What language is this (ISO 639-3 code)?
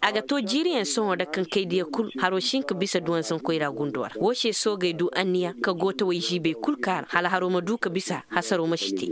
ses